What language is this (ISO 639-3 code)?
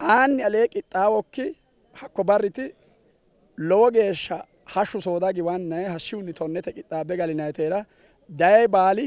sid